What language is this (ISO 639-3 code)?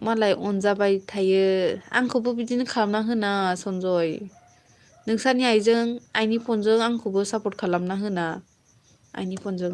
brx